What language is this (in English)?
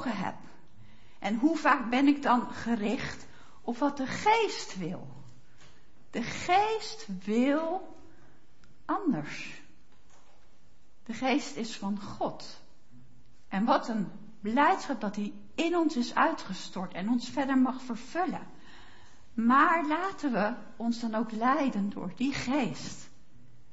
Dutch